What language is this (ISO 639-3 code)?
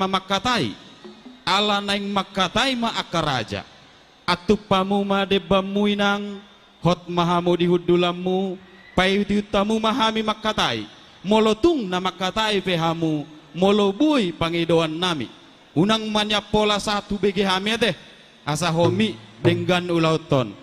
bbc